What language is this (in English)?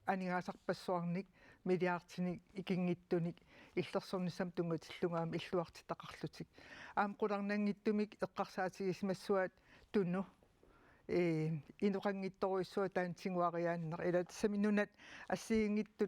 Kalaallisut